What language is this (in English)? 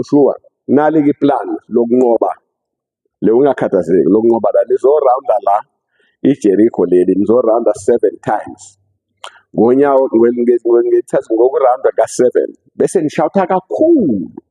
Zulu